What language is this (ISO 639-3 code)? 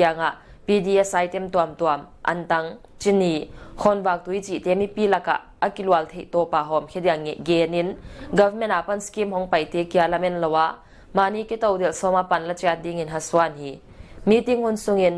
pck